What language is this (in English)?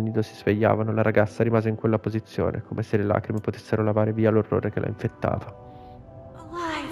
Italian